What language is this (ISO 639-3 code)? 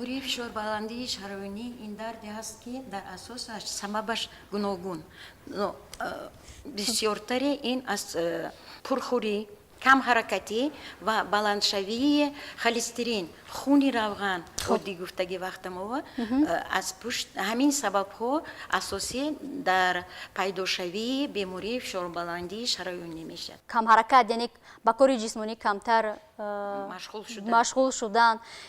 tgk